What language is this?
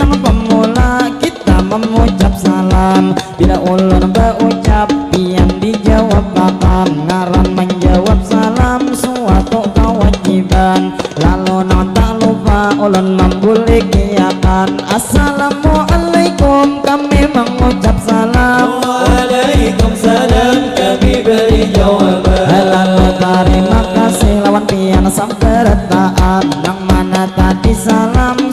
Banjar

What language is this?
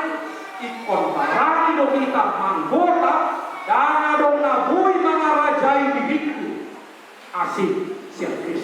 Batak Toba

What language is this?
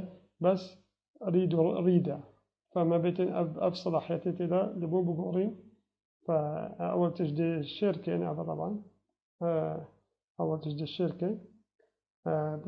Kurdish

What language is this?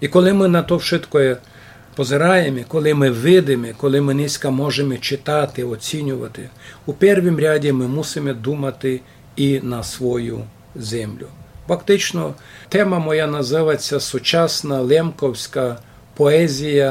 Rusyn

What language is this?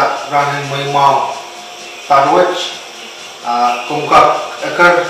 Pohnpeian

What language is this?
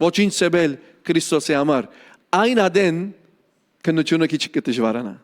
Western Armenian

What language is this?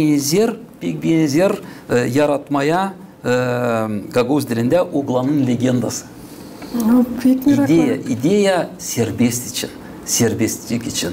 Gagauz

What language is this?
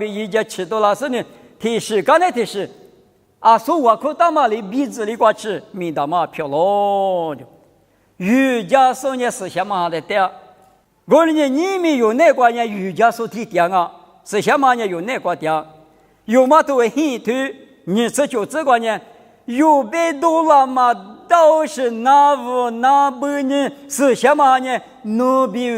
Lisu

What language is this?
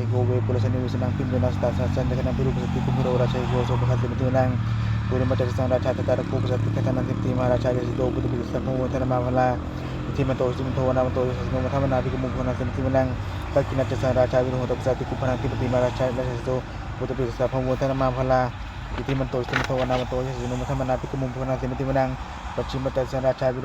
Pali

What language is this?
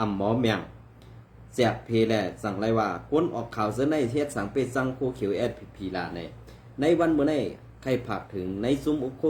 Shan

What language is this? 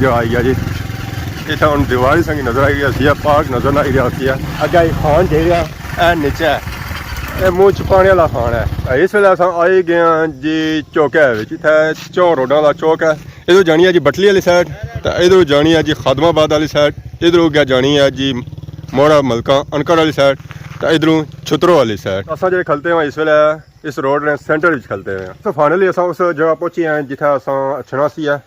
Pahari-Potwari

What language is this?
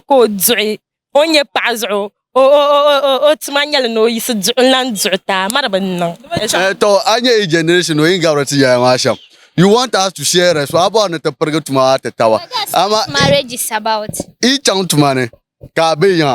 Dagbani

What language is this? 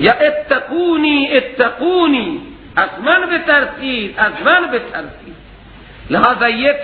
Persian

